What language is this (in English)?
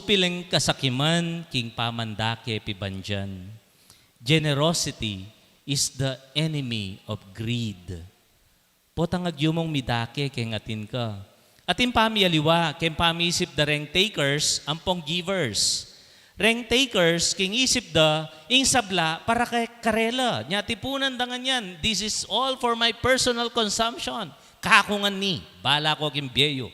Pampanga